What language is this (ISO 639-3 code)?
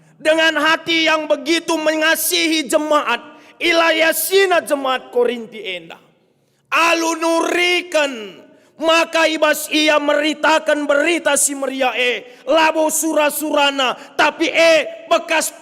btx